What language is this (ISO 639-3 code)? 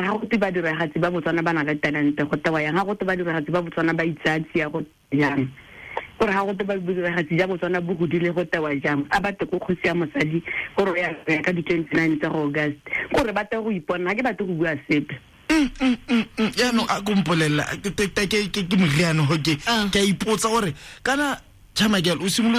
tsn